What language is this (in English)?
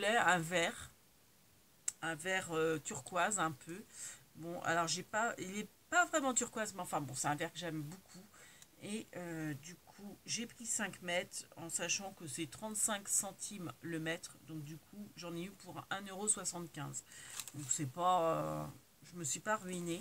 French